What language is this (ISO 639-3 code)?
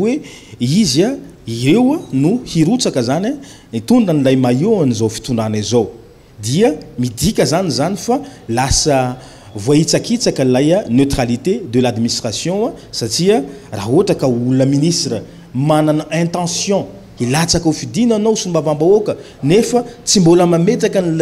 mlg